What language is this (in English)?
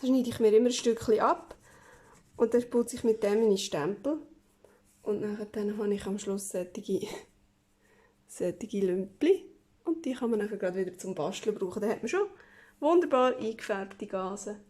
Swiss German